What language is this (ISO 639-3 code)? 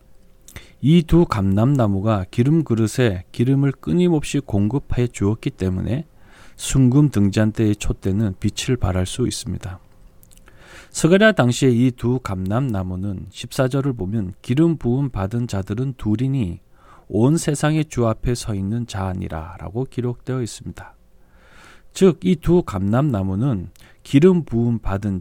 kor